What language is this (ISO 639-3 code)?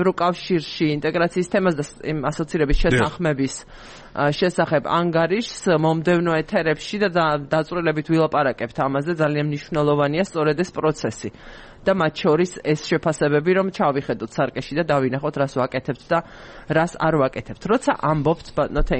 kat